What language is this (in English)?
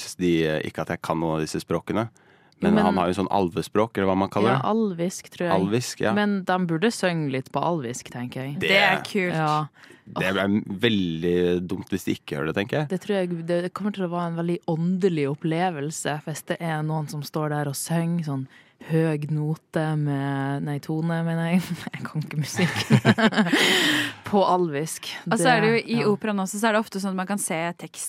Norwegian